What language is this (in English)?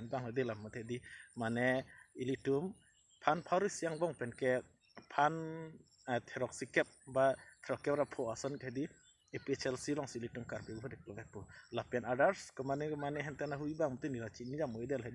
Karbi